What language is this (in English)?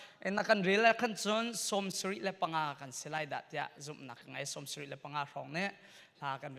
Hakha Chin